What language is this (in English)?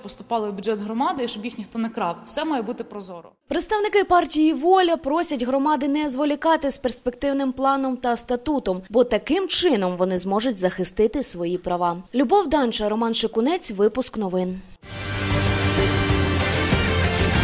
Ukrainian